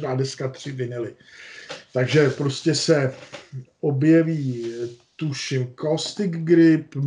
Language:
Czech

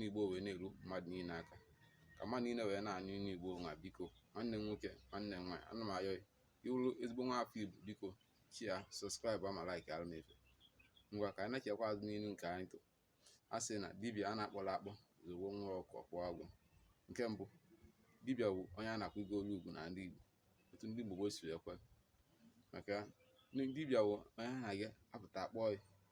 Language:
Igbo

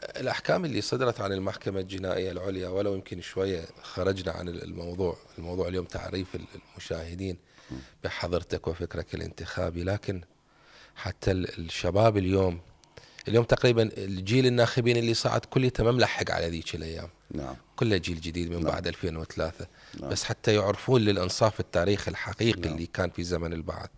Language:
Mesopotamian Arabic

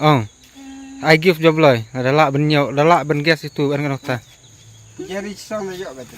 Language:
Khasi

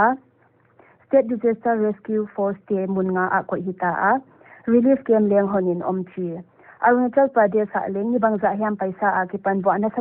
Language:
Paite Chin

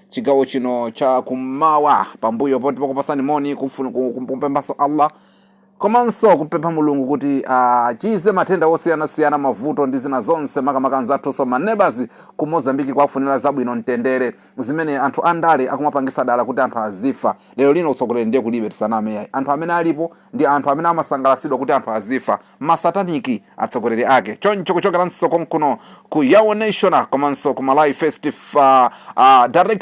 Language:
Nyanja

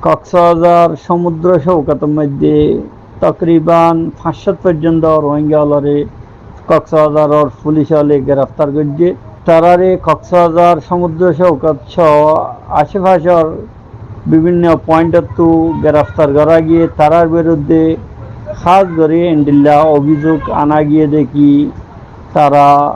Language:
Rohingya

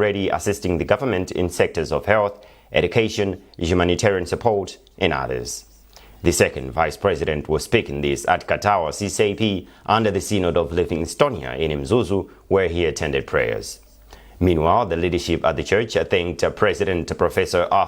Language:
English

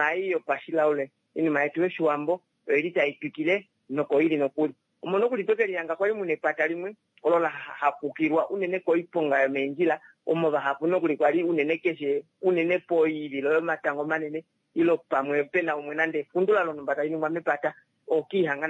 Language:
Kuanyama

